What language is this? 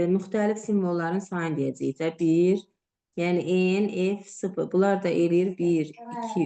Azerbaijani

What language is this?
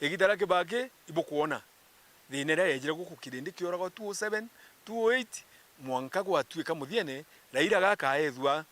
Meru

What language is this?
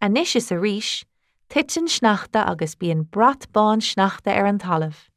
Irish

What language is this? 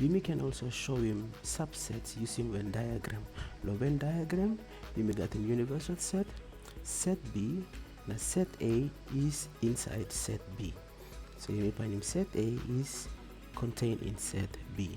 Tok Pisin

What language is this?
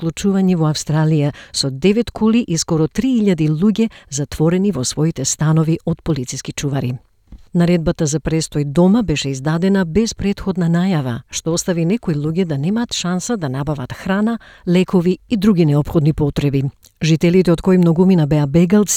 Macedonian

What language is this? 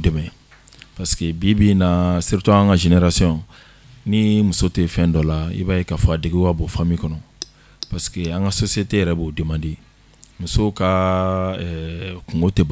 Bambara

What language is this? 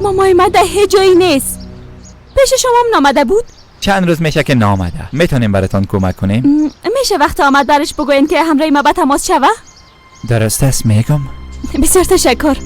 Persian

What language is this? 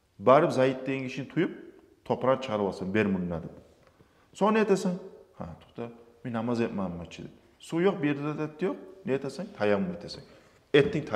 Kumyk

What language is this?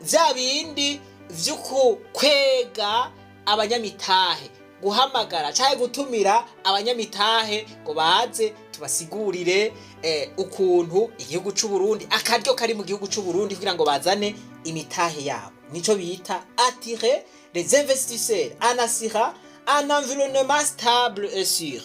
Rundi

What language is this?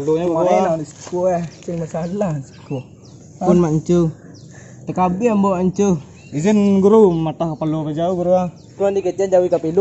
Minangkabau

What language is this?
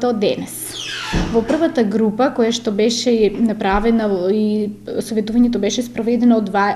Macedonian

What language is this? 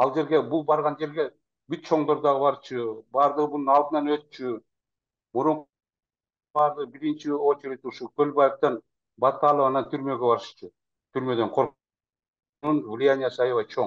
Kyrgyz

